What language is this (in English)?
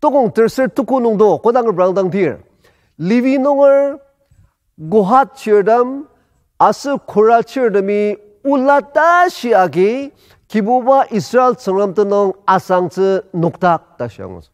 Ao Naga